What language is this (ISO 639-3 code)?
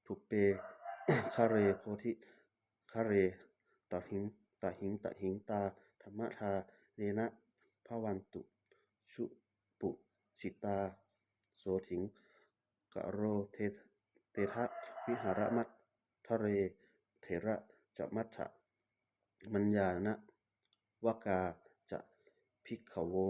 pli